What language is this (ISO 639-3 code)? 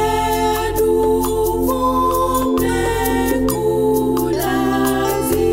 ewe